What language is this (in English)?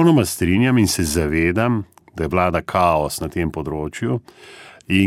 Slovenian